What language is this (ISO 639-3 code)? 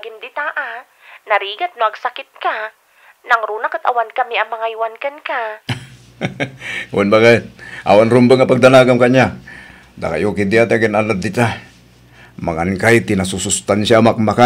ilo